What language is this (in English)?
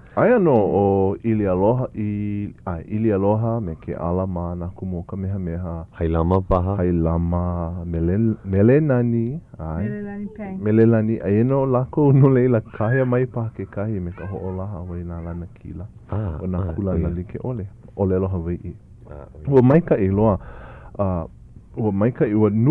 Hawaiian